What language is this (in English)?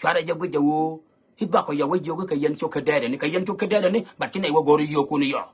Nuer